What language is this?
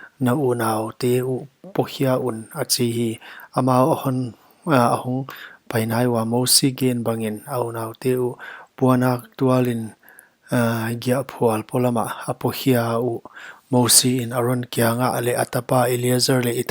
Paite Chin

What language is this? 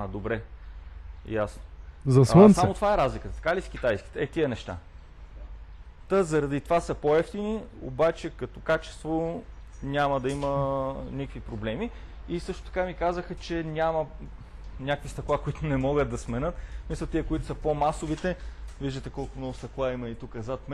Bulgarian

